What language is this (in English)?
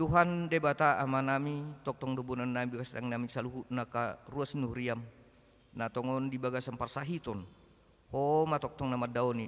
Batak Toba